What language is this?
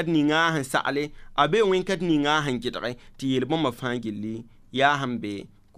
Mossi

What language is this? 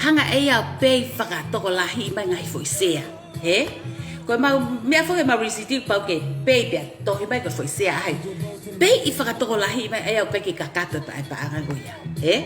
Tongan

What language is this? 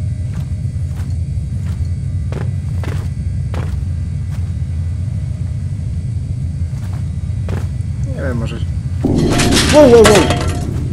Polish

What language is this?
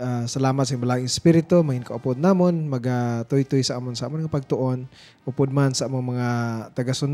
Hiligaynon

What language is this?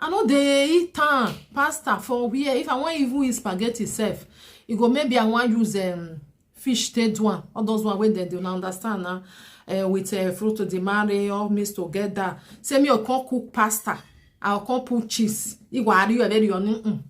Nigerian Pidgin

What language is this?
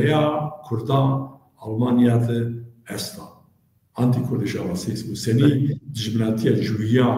Zaza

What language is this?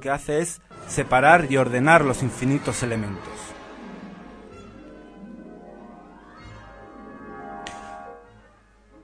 Spanish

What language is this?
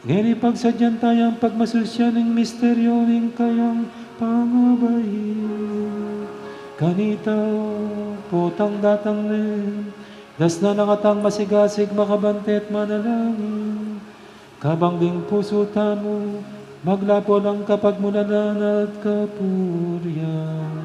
Pampanga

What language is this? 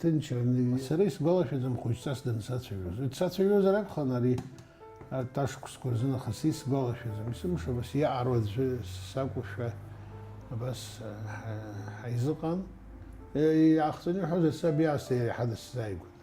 Abkhazian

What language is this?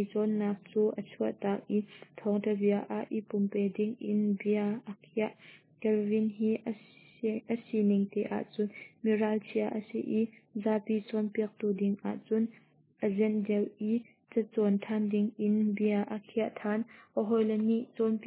Hakha Chin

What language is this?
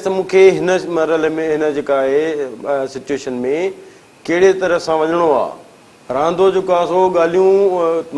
Sindhi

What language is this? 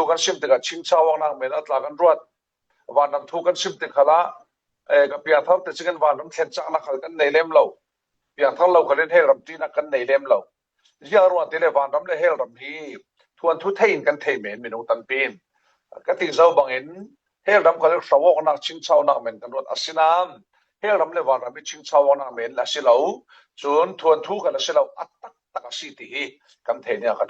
Falam Chin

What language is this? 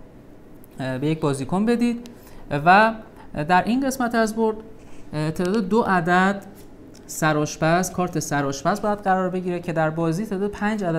Persian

